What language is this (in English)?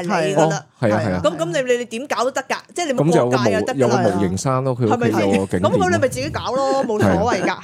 Cantonese